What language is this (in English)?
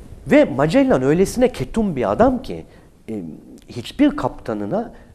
Turkish